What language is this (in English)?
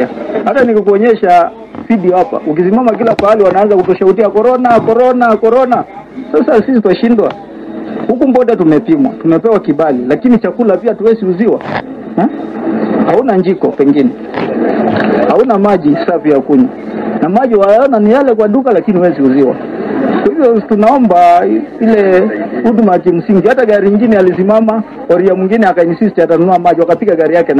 Swahili